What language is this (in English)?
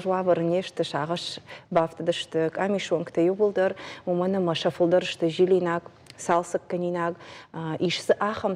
Ossetic